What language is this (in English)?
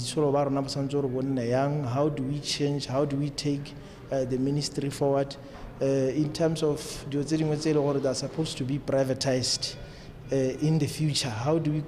Tswana